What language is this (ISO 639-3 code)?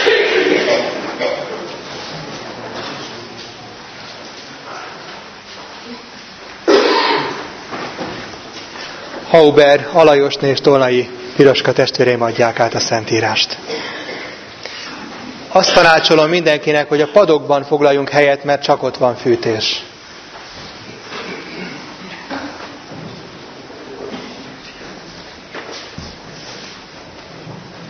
hun